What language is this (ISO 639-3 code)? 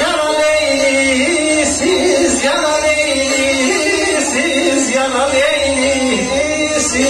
azb